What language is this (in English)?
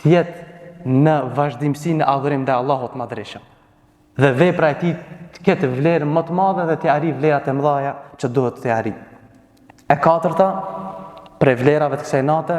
Albanian